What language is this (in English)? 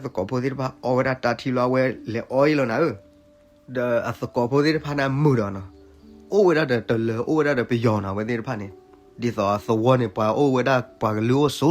S'gaw Karen